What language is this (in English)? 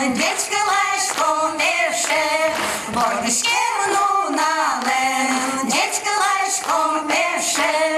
Udmurt